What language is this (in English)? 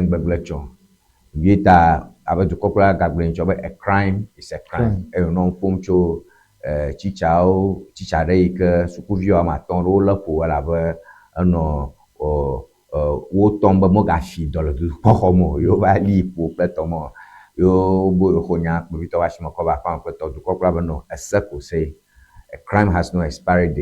Ewe